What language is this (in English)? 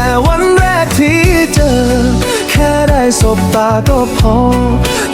Lao